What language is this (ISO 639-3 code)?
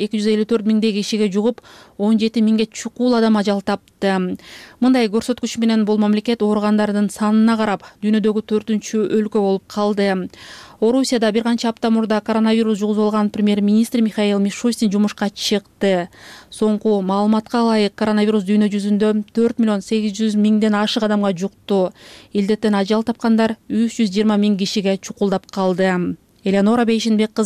kir